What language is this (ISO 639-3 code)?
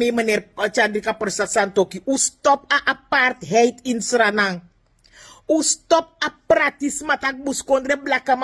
srn